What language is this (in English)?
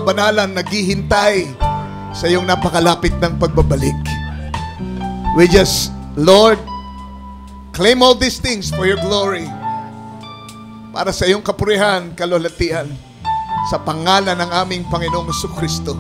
Filipino